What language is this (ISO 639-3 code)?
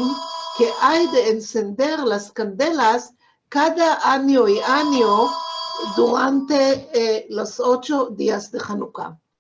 lad